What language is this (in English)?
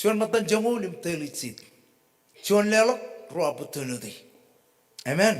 Marshallese